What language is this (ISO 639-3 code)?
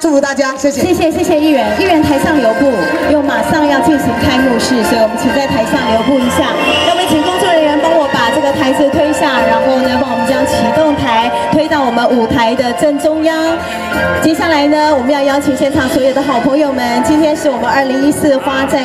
zho